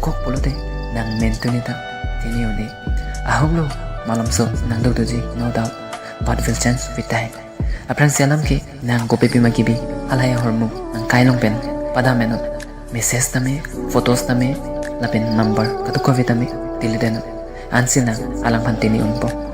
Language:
Karbi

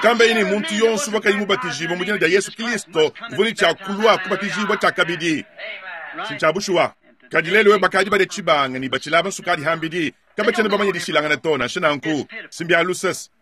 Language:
Luba-Lulua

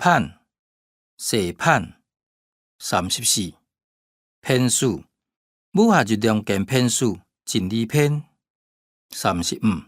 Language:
Hakka Chinese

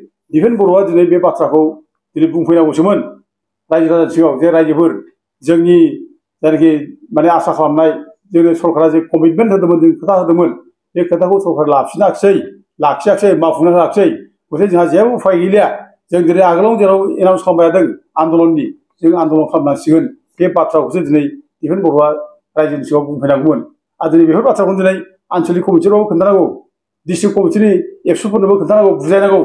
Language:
Bodo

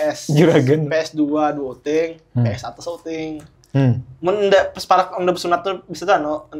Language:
Banjar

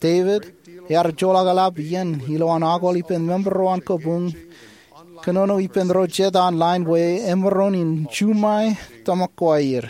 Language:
Marshallese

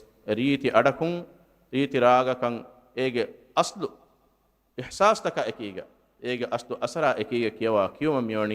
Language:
Divehi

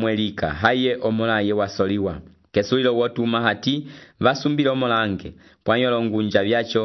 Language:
Umbundu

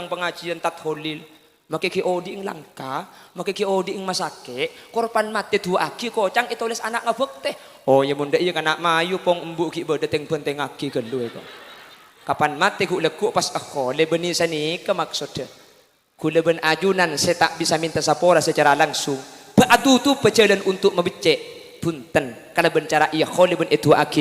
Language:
Madurese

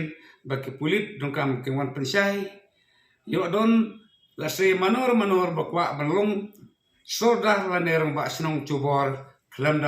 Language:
Khasi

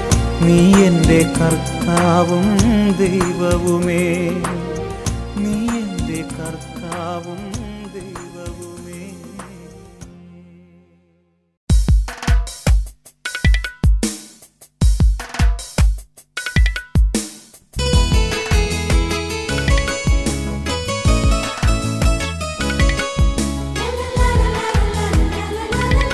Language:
Malayalam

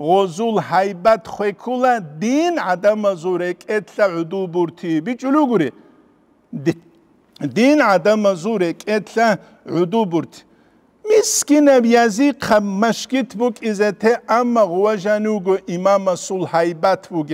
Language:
Avaric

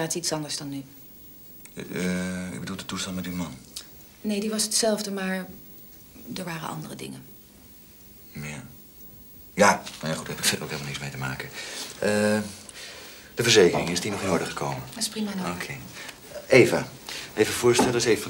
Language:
Dutch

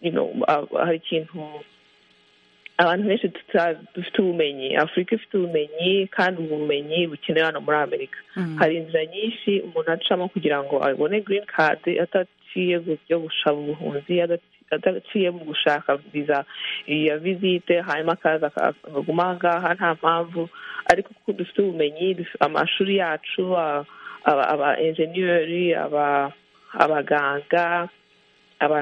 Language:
Kinyarwanda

